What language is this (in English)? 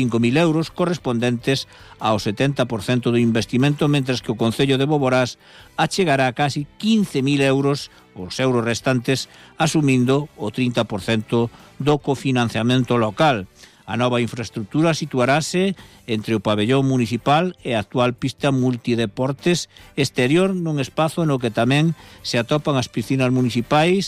Galician